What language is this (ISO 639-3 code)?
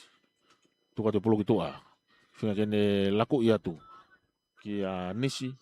ton